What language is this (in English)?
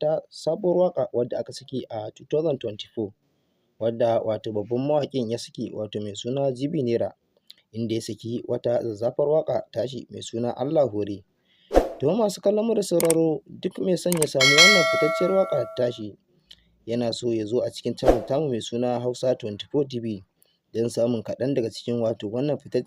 Hausa